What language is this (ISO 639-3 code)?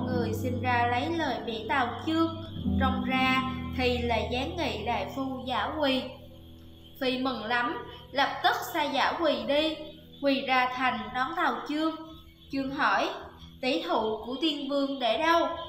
vie